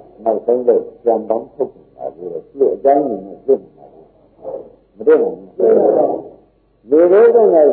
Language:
Burmese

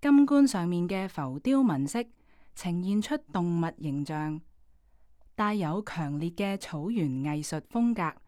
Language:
Cantonese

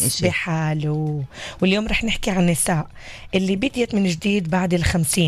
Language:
North Levantine Arabic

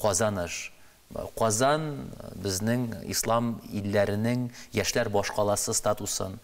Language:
Tatar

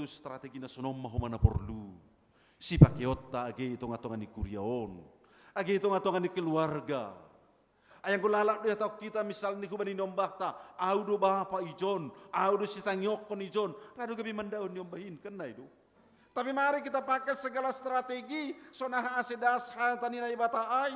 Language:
Batak Simalungun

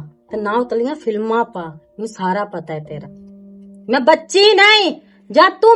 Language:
Western Panjabi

